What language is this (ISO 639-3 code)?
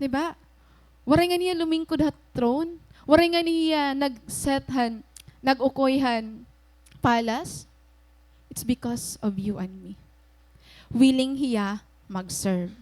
war